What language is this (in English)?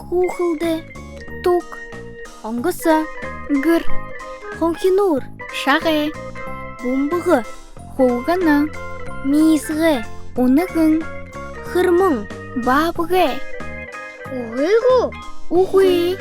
Buriat